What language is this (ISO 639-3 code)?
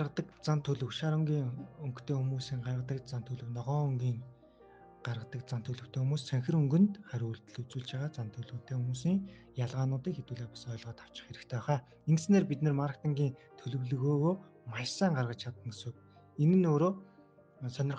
mon